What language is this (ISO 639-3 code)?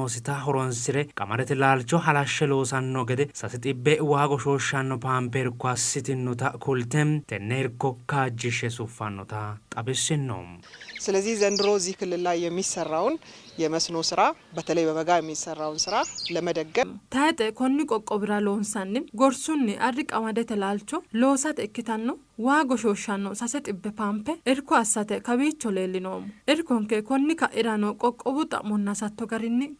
sid